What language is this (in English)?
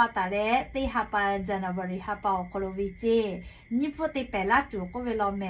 Lahu